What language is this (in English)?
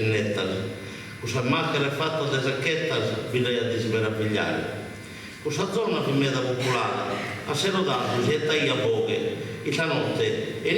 Sardinian